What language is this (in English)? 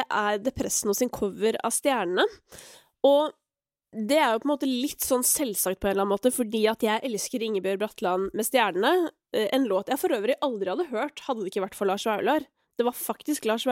Norwegian